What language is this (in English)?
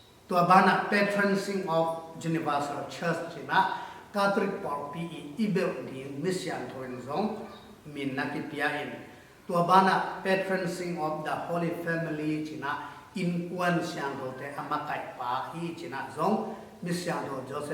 Tedim Chin